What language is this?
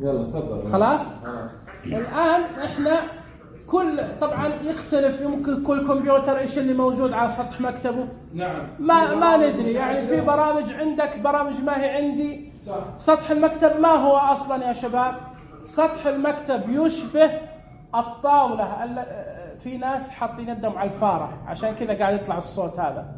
Najdi Arabic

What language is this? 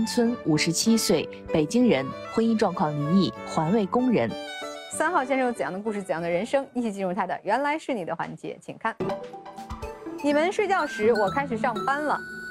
Chinese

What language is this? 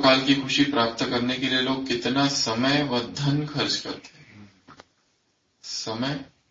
Hindi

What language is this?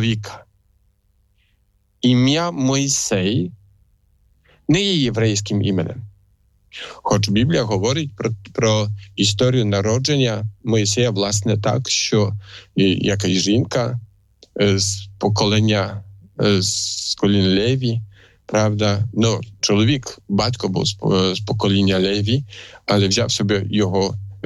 Ukrainian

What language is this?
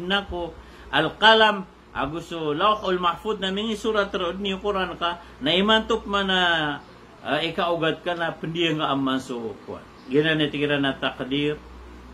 Maranao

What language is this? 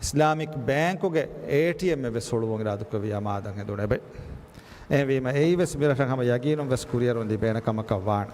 Divehi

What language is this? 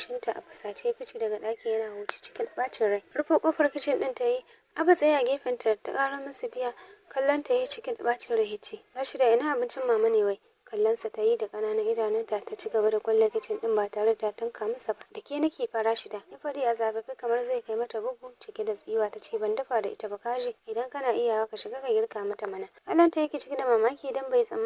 Hausa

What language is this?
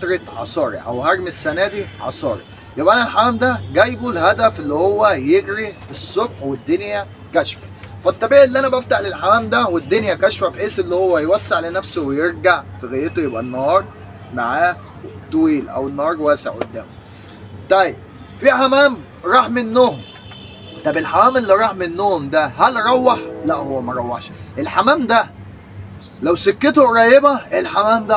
Egyptian Arabic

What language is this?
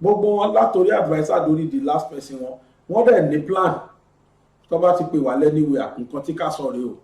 Yoruba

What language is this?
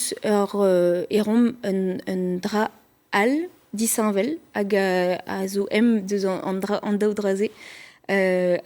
Breton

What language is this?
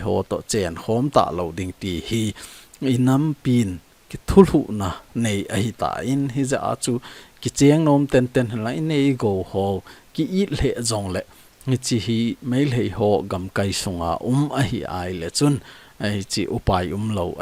Thado Chin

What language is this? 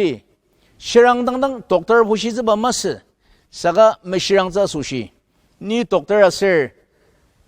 Ao Naga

